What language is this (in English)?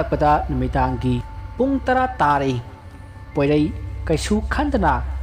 Manipuri